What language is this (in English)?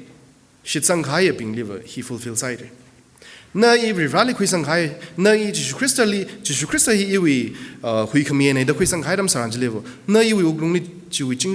Tangkhul Naga (India)